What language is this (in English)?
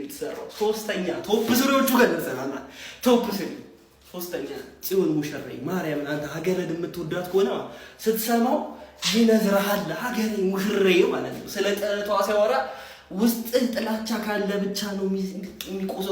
Amharic